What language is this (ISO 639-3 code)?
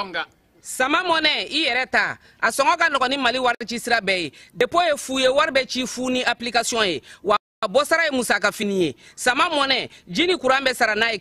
bam